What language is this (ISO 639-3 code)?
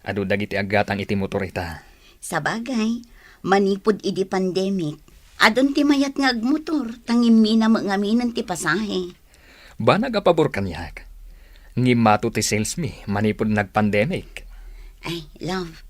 ilo